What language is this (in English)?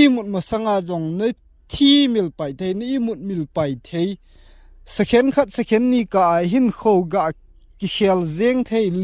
Thado Chin